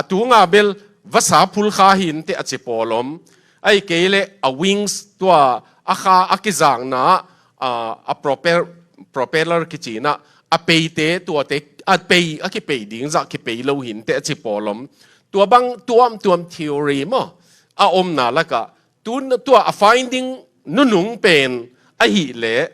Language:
Tedim Chin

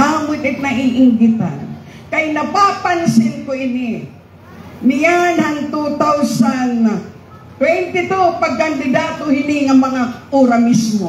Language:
Waray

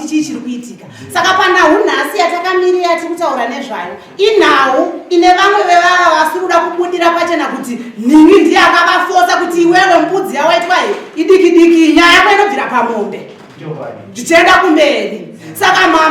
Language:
Shona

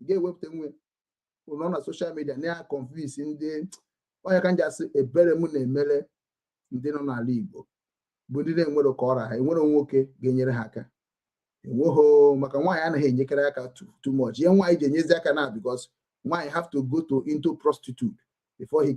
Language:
Igbo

